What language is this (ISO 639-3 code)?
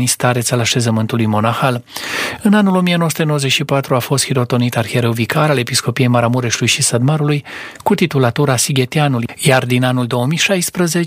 ron